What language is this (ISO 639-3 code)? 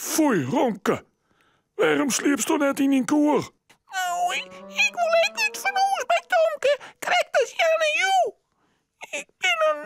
fry